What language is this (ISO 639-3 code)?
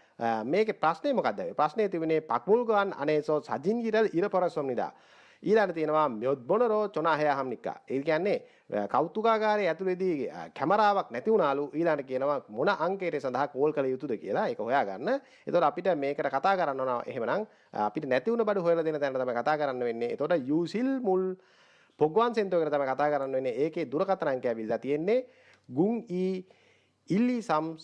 sin